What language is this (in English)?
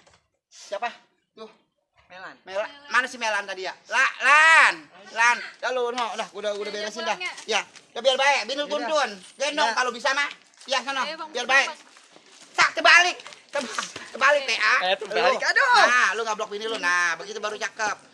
Betawi